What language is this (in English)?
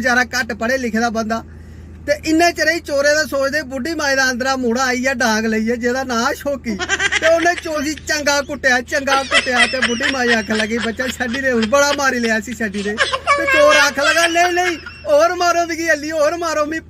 Dogri